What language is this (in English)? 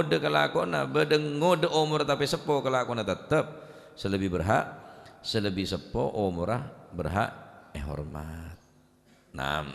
Madurese